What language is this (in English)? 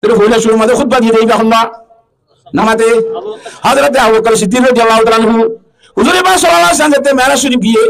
Rohingya